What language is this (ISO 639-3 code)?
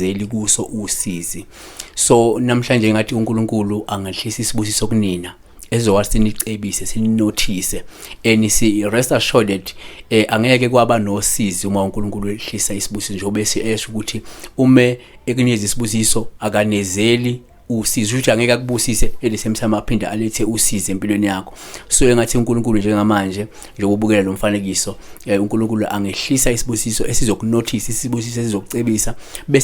zul